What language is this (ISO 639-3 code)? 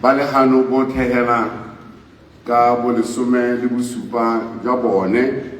tsn